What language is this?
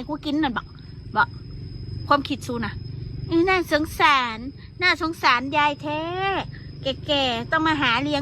Northeastern Thai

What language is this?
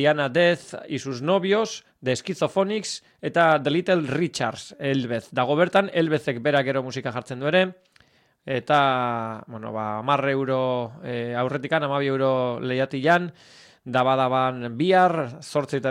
Basque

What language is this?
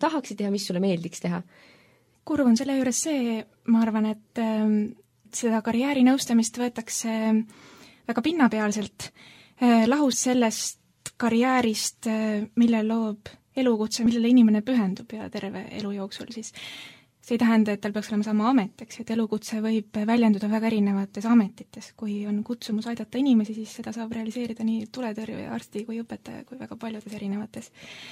Estonian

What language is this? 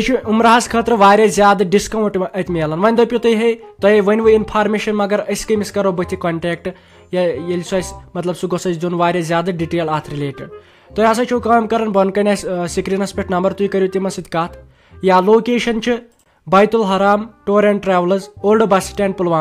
Kashmiri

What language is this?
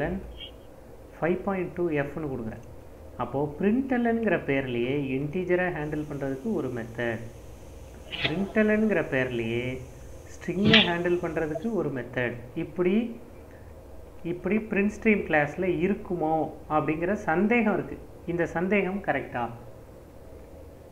Tamil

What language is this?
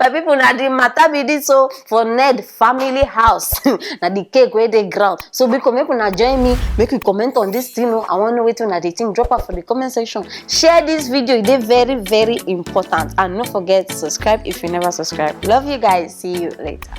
Nigerian Pidgin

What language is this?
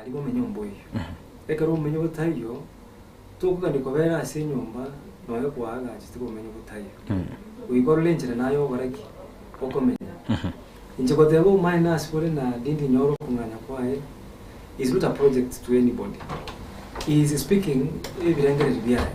Gusii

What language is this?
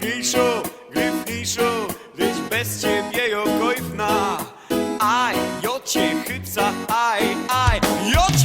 Silesian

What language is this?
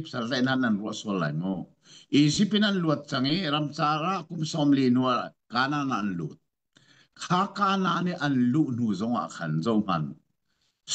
Hakha Chin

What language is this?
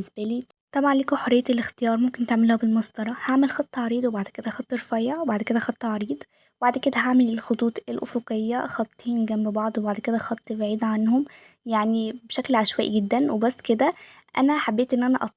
Egyptian Arabic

